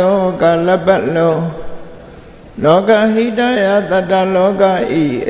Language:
Burmese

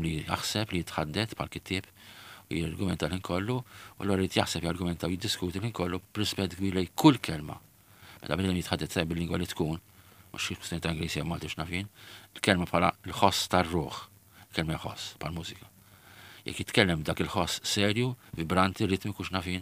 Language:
Maltese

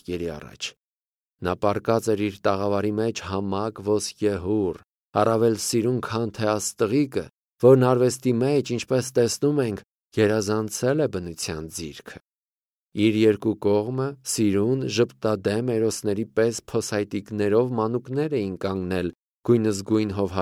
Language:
Armenian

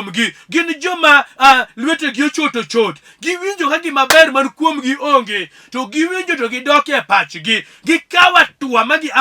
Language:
Luo (Kenya and Tanzania)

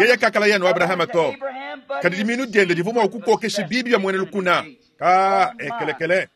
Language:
Luba-Lulua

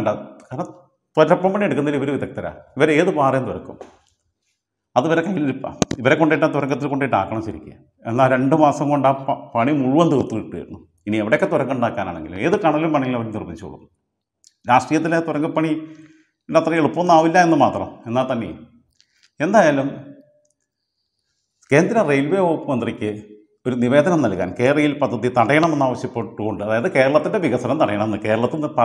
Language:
Malayalam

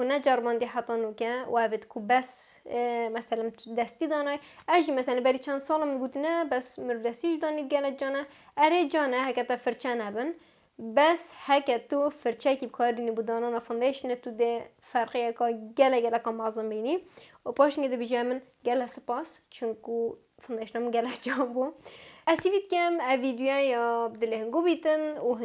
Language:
Kurdish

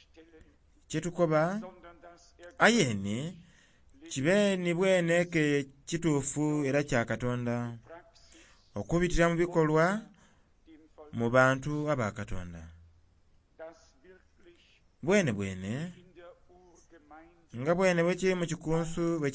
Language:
Soga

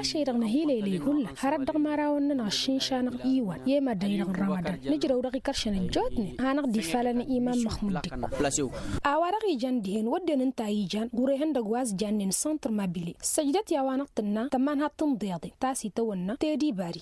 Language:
Tamasheq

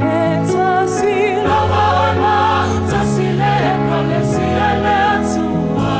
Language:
Samoan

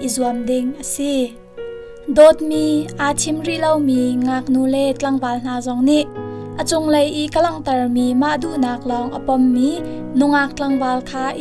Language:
Hakha Chin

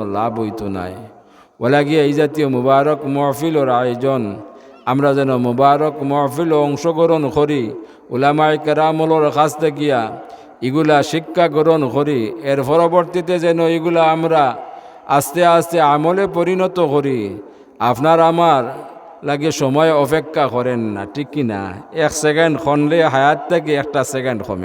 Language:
Sylheti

